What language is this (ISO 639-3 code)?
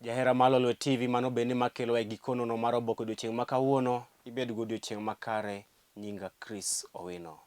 luo